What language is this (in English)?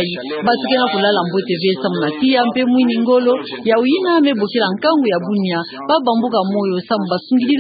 Kituba (Democratic Republic of Congo)